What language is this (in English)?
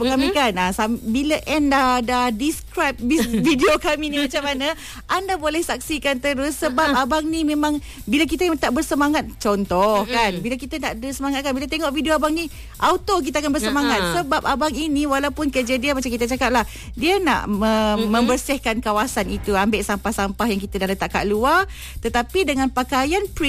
Malay